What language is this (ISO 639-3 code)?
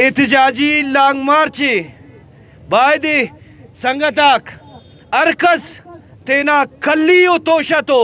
brh